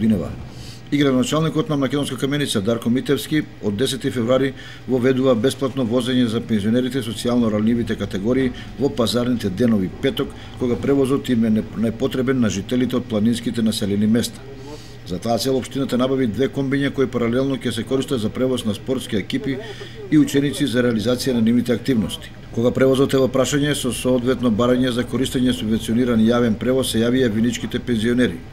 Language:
Macedonian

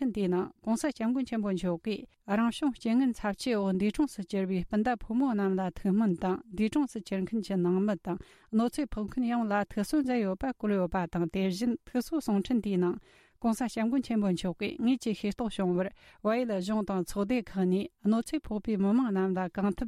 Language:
Tibetan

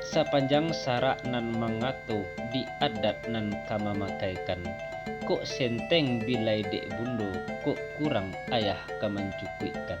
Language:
Minangkabau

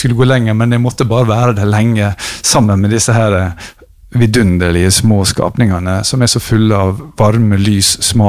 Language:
Norwegian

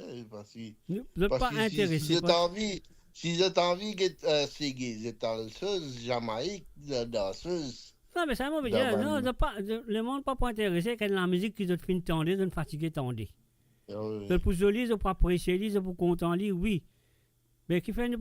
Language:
Morisyen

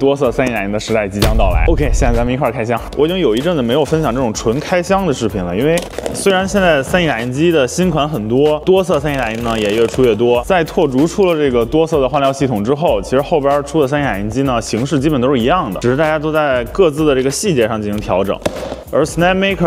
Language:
Chinese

